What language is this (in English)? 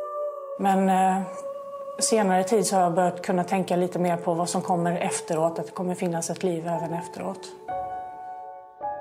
Swedish